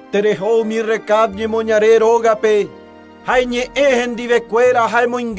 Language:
Guarani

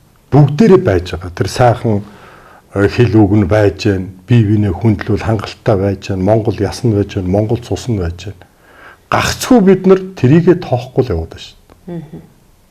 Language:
Mongolian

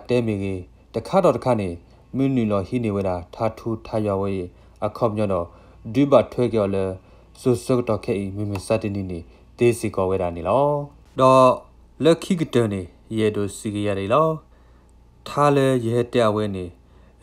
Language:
S'gaw Karen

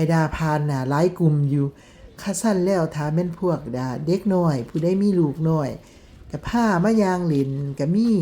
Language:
Lao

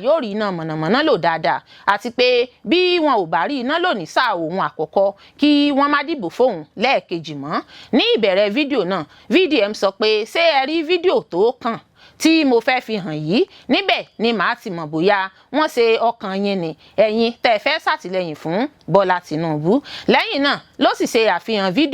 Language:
Yoruba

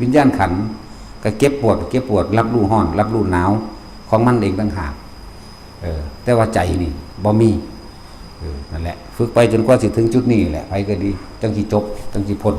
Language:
Northeastern Thai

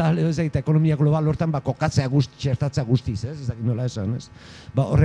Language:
Basque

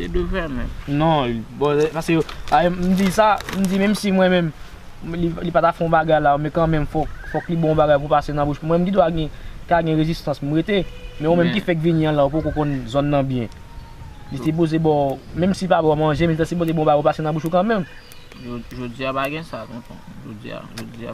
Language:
Haitian Creole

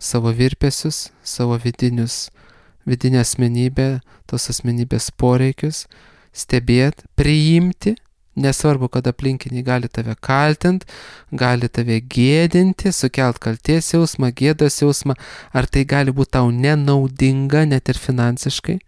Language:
Lithuanian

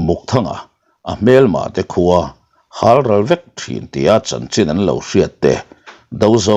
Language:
Mizo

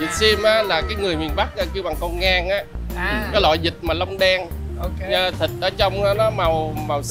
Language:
Vietnamese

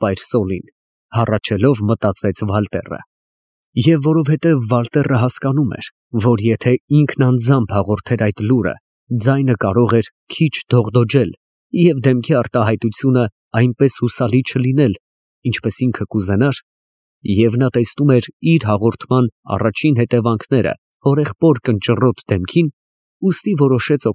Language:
Armenian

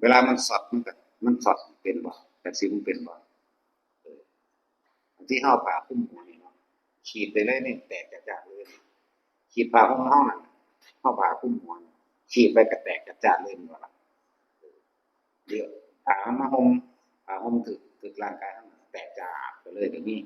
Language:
Northeastern Thai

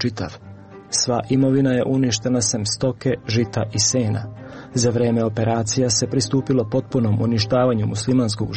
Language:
Serbian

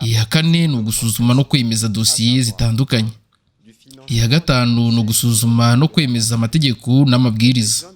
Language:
Kinyarwanda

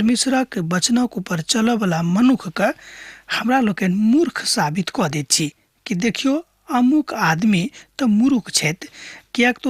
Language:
Maithili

